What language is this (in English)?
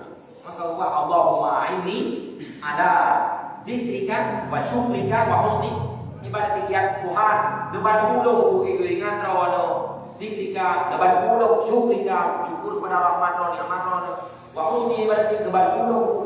Achinese